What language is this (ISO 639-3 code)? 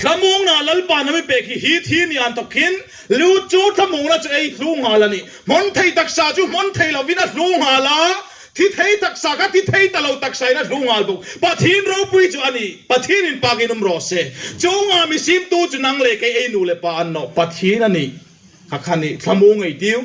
hmr